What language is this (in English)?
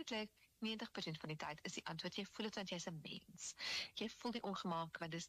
Afrikaans